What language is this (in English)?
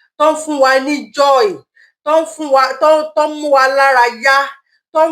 Yoruba